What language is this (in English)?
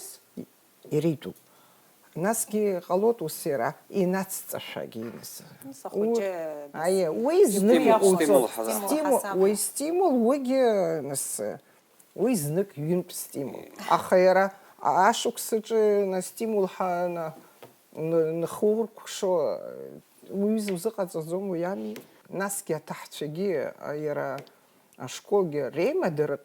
Abkhazian